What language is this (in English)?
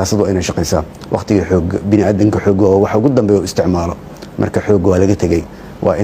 Somali